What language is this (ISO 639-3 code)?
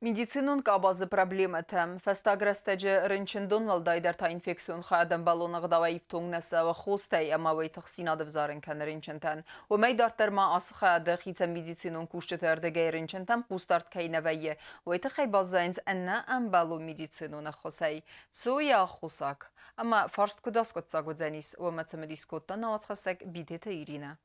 oss